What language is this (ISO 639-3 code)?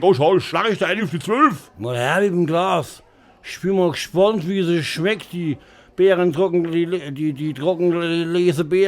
pfl